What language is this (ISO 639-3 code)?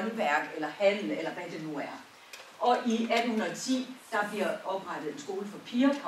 dan